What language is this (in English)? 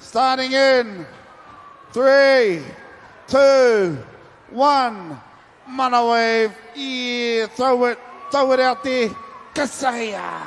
Māori